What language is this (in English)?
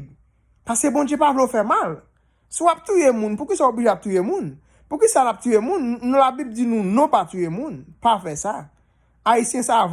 Haitian Creole